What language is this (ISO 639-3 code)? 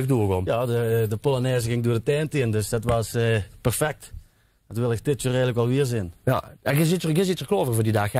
lim